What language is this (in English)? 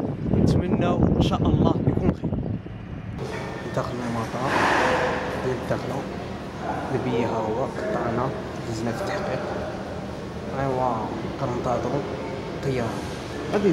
Moroccan Arabic